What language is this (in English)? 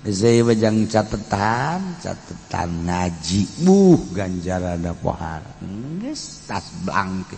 Sundanese